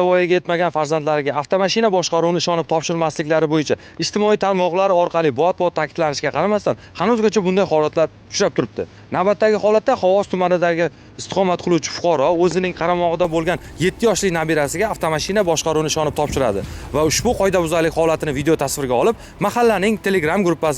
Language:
Uzbek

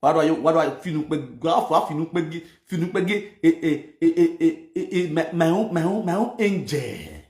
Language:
Nigerian Pidgin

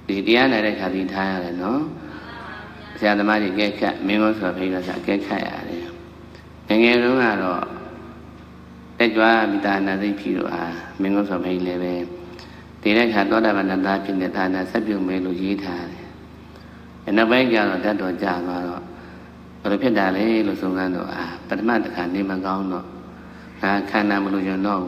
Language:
Burmese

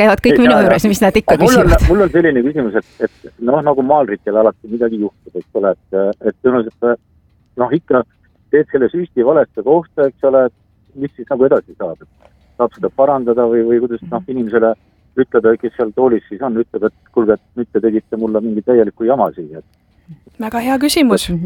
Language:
Estonian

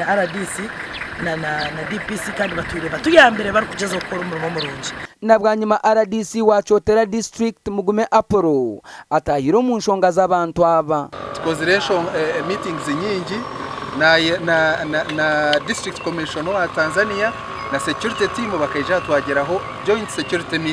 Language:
Nyankole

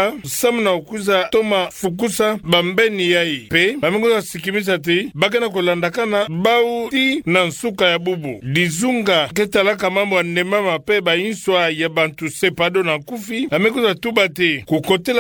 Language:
Kituba (Democratic Republic of Congo)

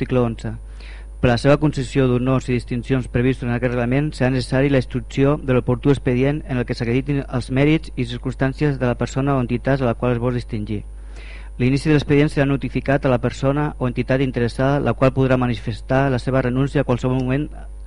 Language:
Catalan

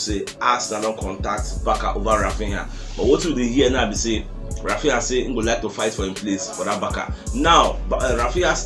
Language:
Nigerian Pidgin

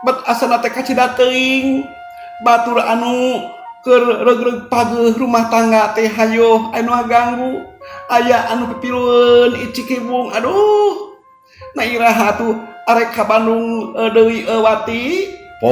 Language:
Sundanese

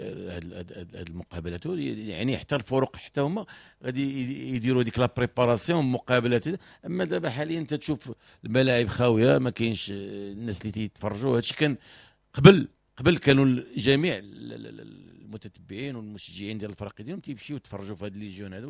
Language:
Moroccan Arabic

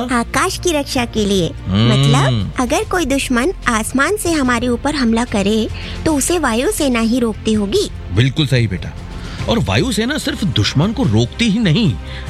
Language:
Hindi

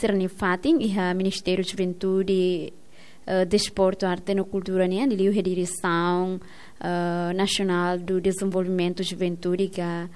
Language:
Tetum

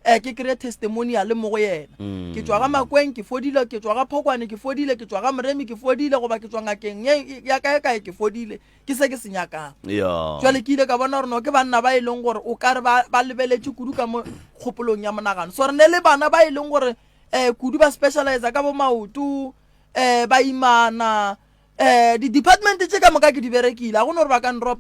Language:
Northern Sotho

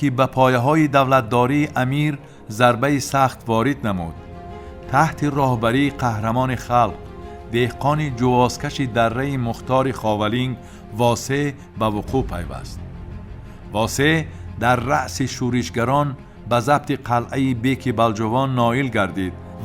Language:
Tajik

